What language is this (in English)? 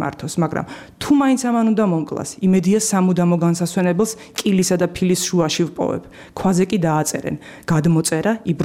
Georgian